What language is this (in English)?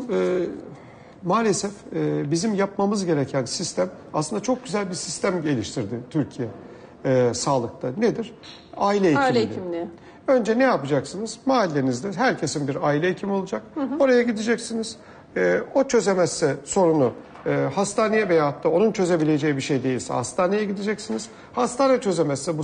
Turkish